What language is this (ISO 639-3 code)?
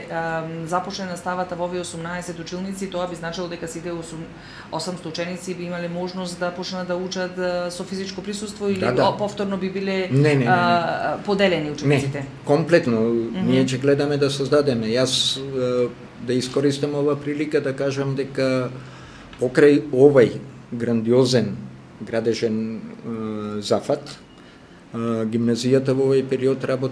mkd